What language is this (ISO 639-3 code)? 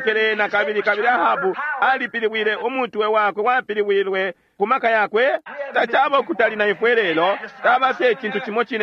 bem